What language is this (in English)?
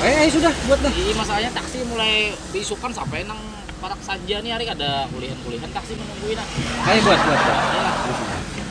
Banjar